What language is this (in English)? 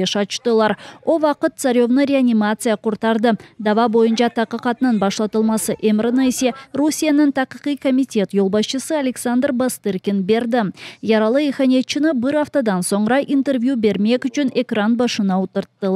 Crimean Tatar